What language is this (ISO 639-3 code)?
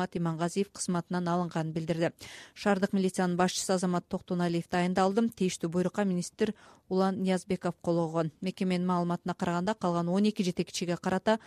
kir